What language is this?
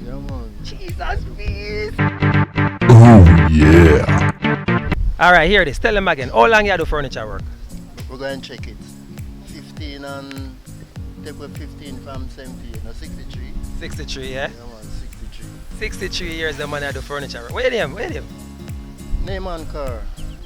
Jamaican Creole English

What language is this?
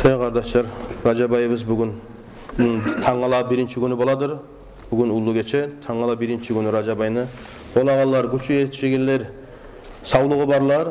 Kumyk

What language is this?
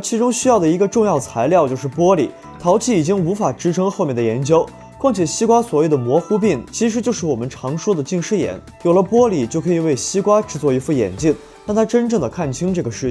Chinese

